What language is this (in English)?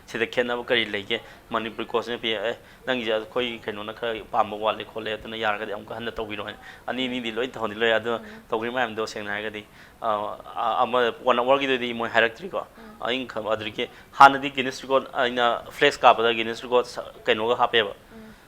Manipuri